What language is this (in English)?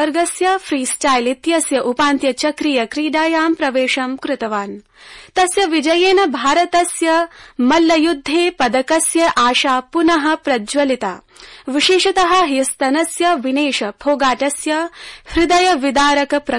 Sanskrit